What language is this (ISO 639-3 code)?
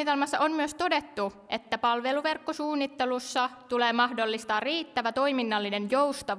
fin